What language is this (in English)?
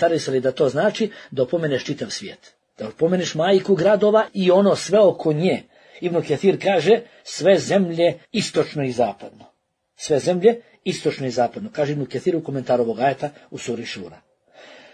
Bosnian